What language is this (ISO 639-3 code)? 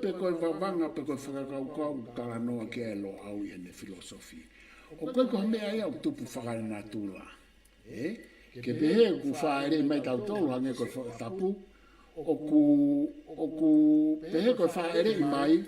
ton